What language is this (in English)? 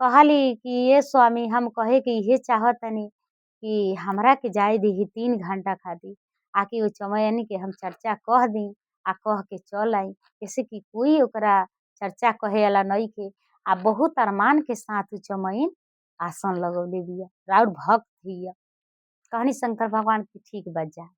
Bhojpuri